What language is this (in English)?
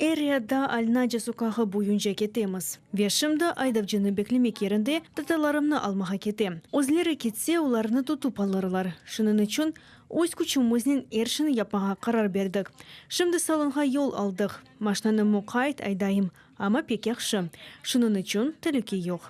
Crimean Tatar